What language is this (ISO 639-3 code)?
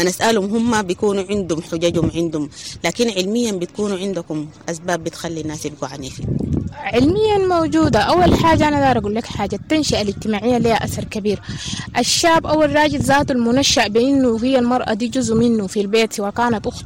apd